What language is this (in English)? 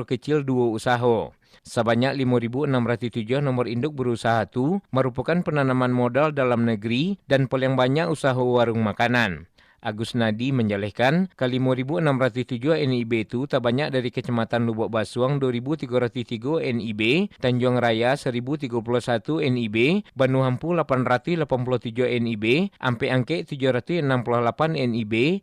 Minangkabau